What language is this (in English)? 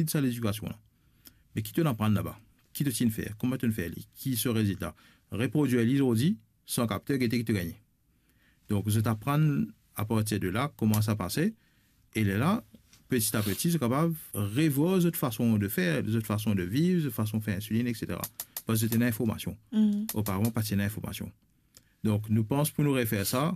Morisyen